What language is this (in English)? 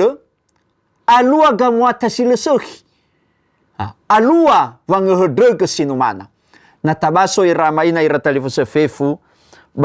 Nias